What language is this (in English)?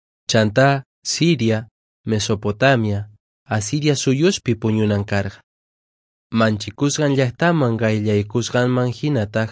Quechua